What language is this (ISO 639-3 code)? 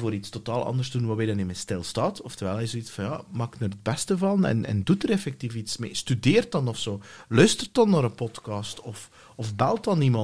nld